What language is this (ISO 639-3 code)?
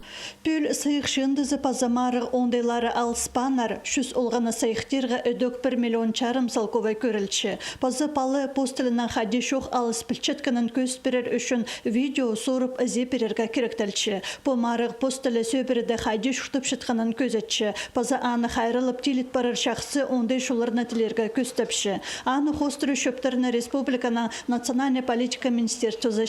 kjh